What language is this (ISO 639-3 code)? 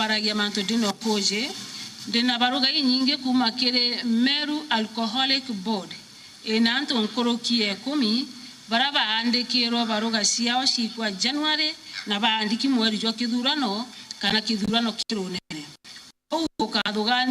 mer